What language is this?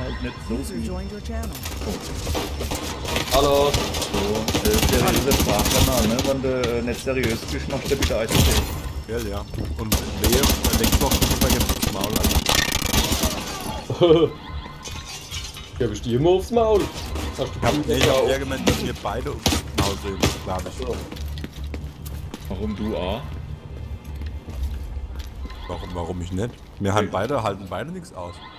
German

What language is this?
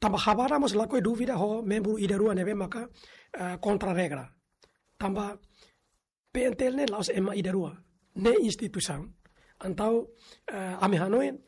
Tetum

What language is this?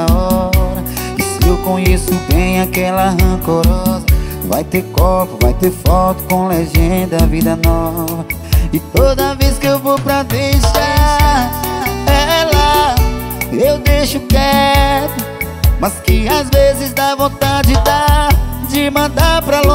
Portuguese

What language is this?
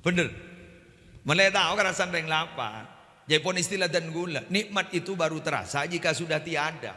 Madurese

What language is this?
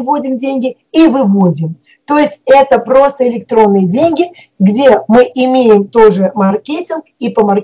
Russian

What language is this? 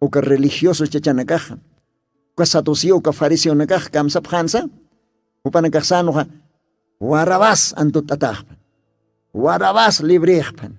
Aymara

